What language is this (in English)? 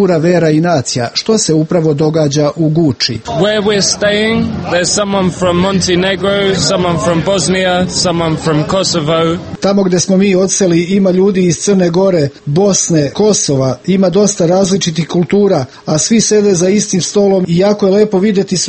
Serbian